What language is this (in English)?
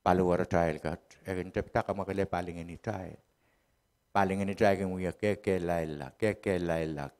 Pohnpeian